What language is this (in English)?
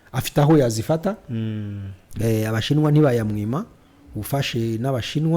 Kinyarwanda